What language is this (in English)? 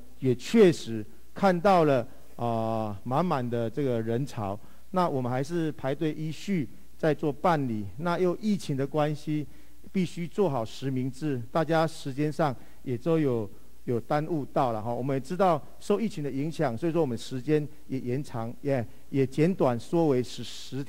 Chinese